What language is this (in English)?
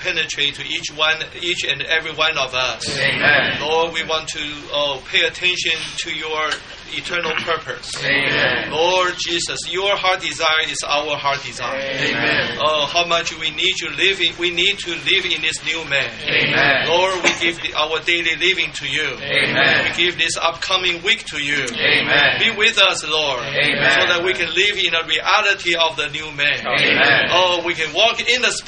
English